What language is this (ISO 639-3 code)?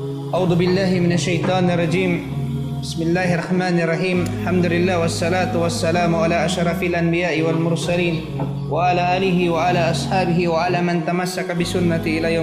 tsg